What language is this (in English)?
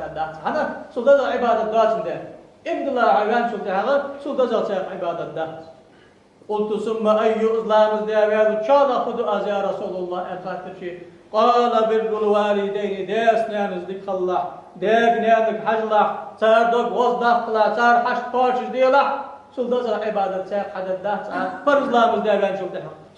Ingush